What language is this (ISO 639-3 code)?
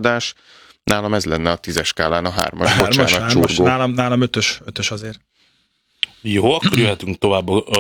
hun